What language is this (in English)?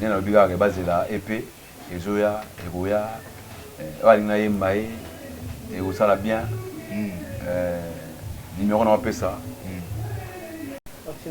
Lingala